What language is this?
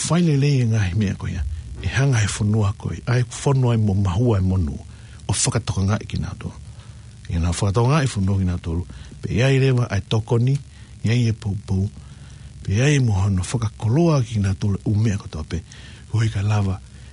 Tongan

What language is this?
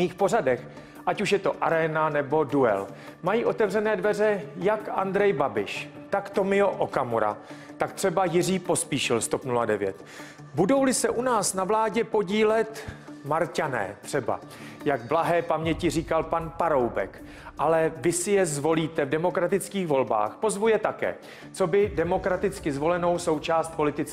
Czech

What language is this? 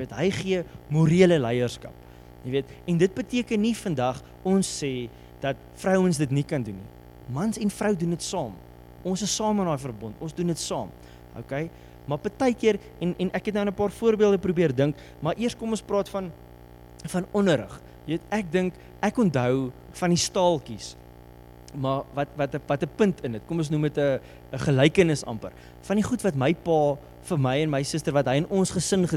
Afrikaans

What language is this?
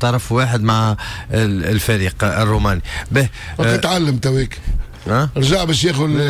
Tunisian Arabic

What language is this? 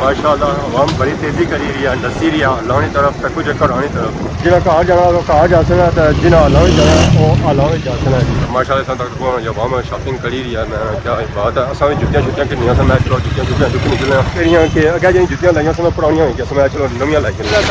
Pahari-Potwari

